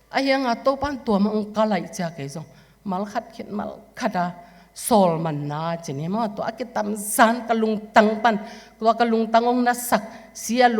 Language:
Tedim Chin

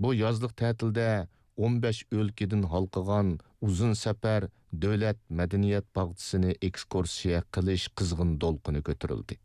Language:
Uyghur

